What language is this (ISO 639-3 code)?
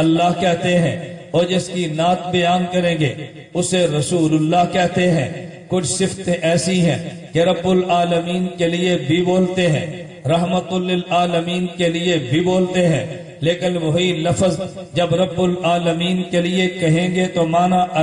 urd